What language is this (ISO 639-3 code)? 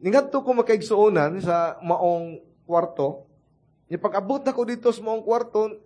ceb